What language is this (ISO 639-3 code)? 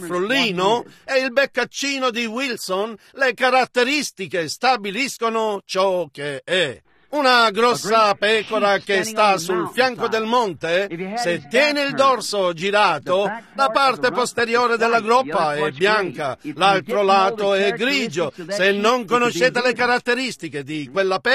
ita